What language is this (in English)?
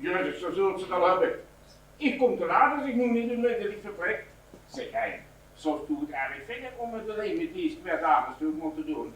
Limburgish